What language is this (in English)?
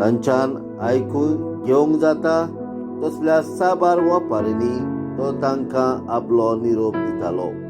Konkani